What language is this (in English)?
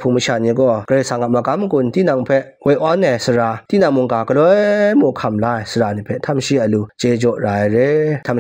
Kachin